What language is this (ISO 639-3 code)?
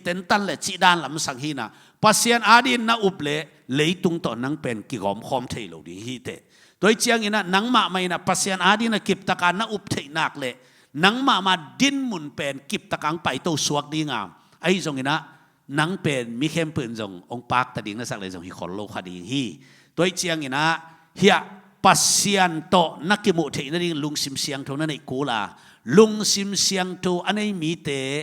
ctd